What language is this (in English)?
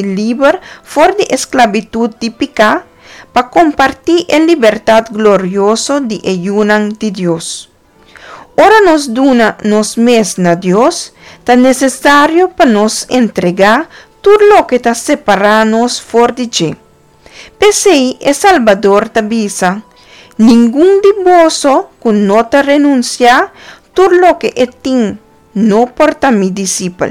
Papiamento